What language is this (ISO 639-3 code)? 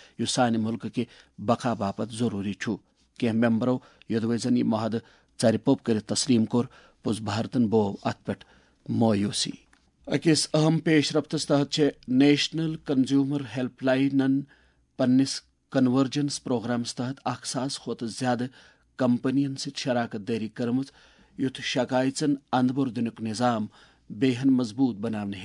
kas